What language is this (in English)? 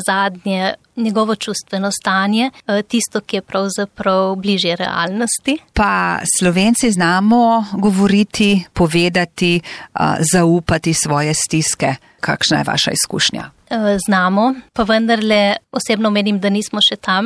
Slovenian